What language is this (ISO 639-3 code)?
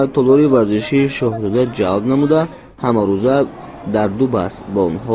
tgk